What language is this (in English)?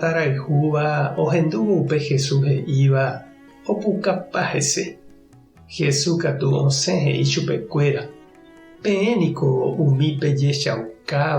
Guarani